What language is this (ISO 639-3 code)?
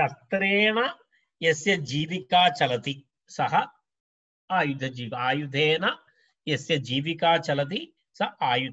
san